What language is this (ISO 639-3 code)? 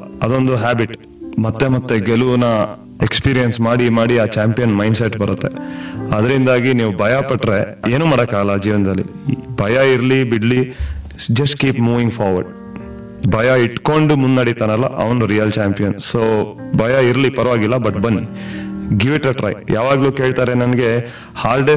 kan